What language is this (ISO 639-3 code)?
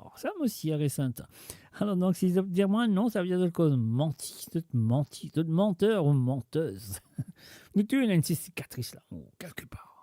mfe